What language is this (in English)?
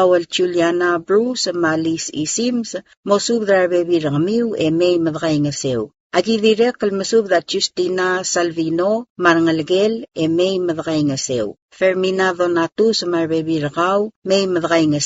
Palauan